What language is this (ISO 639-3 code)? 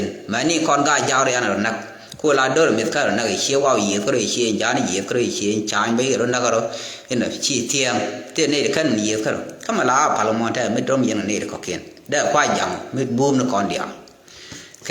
nus